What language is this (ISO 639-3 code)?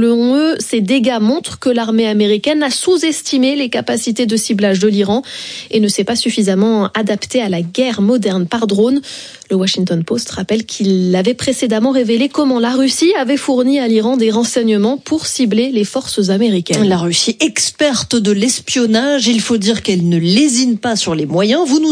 fra